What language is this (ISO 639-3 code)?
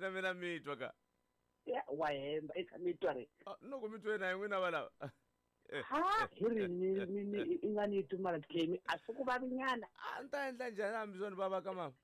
tso